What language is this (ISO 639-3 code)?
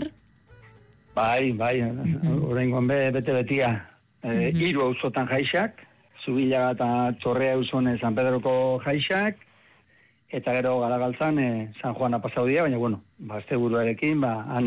eus